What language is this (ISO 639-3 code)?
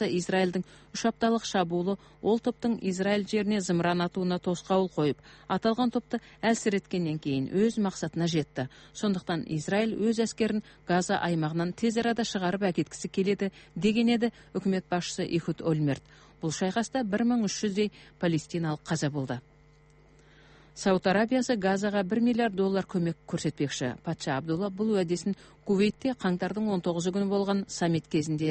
kaz